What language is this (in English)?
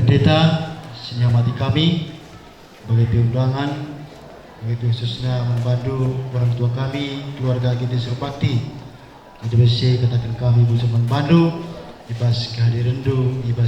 Batak Karo